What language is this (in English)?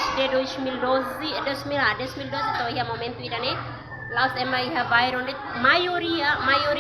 Tetum